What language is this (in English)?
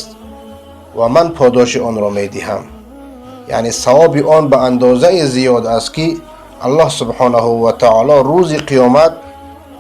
Persian